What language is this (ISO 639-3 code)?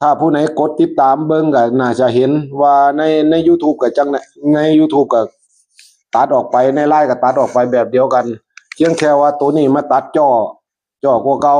tts